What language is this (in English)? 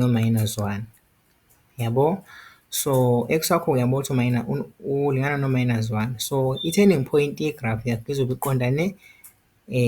Zulu